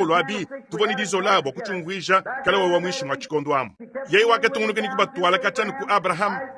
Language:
Luba-Lulua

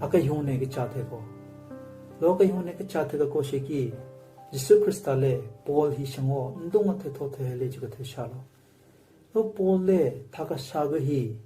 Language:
Southern Rengma Naga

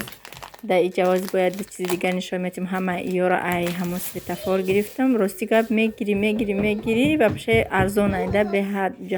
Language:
Tajik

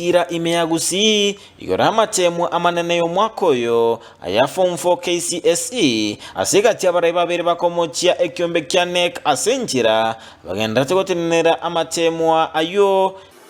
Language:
Gusii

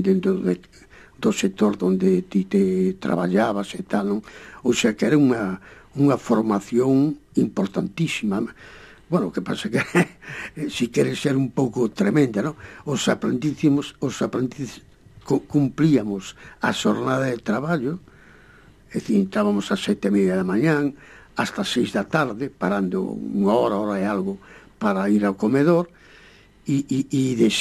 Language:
Galician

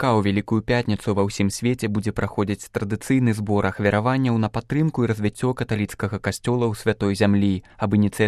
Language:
Belarusian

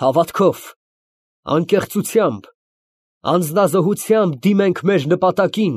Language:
Armenian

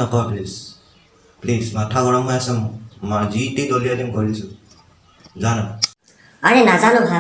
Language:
Assamese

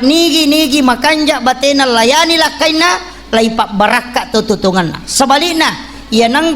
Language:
Buginese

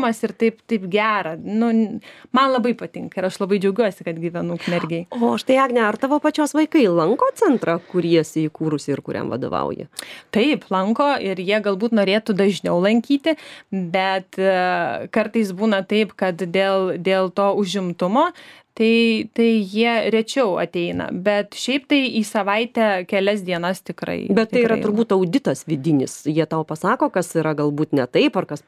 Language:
Lithuanian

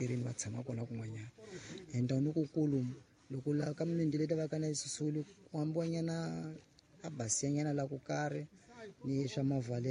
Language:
Tsonga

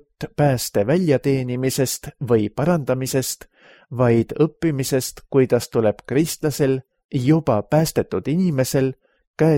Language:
Estonian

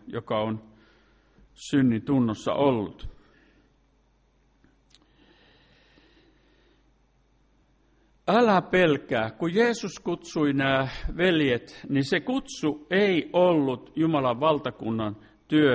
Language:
Finnish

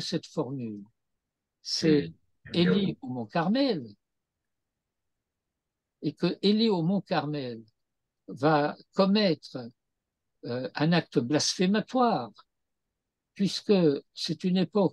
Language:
French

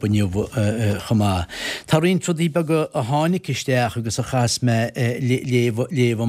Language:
Irish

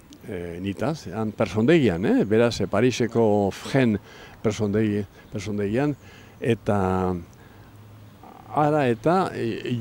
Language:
Basque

